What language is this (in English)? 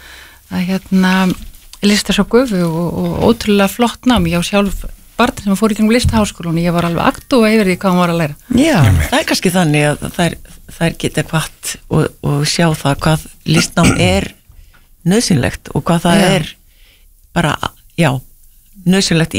Icelandic